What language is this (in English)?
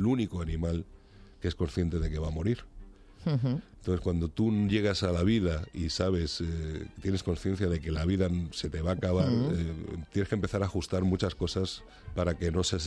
Spanish